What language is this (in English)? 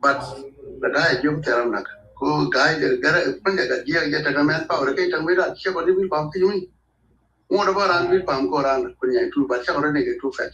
Nuer